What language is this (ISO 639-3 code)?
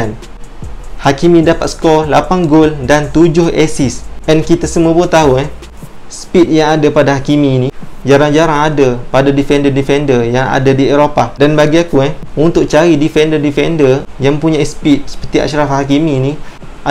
msa